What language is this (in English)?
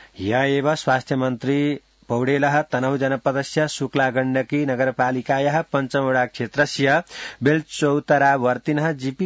Sanskrit